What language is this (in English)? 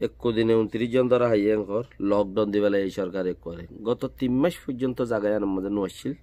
Rohingya